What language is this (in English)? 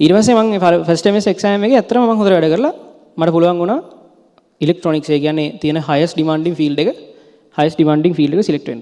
Sinhala